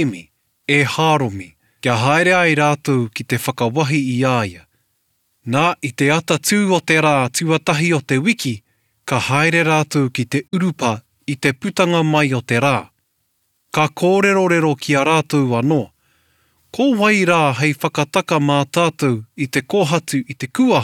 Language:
Māori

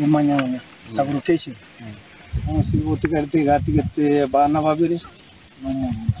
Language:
Gusii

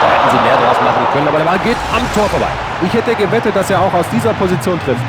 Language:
Bavarian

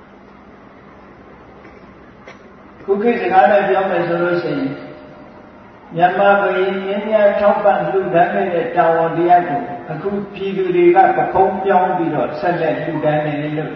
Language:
Burmese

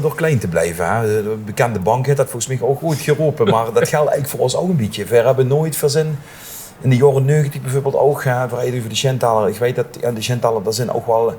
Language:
Limburgish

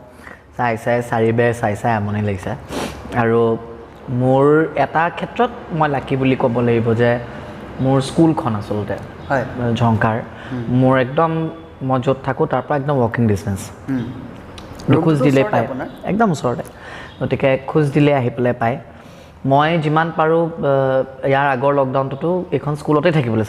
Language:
Assamese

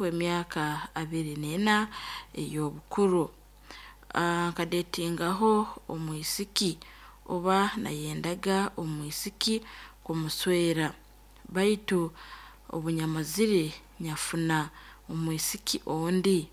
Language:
Nyankole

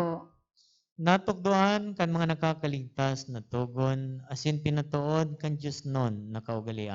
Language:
Bikol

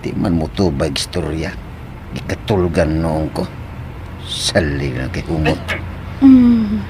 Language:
Cebuano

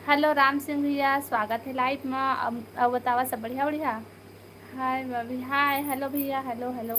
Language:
Chhattisgarhi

